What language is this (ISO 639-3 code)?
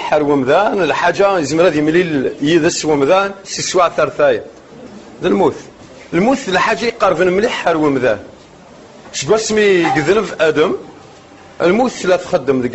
kab